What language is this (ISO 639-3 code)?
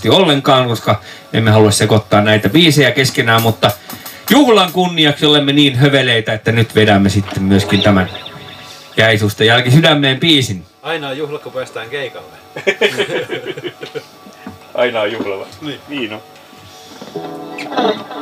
fin